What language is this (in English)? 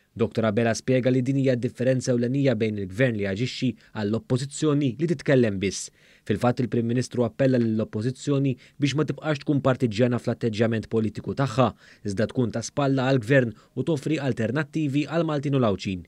Maltese